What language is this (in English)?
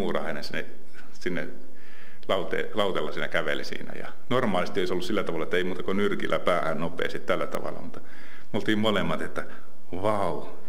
Finnish